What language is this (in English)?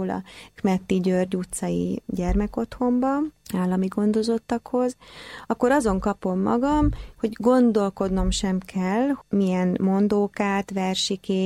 Hungarian